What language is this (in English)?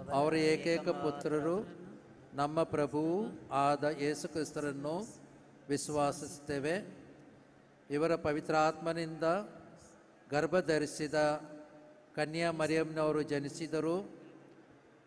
Kannada